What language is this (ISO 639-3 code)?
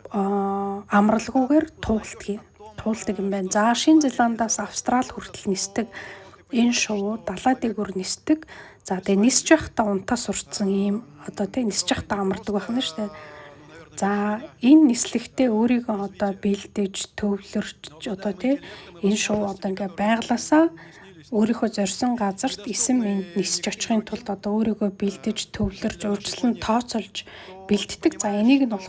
mon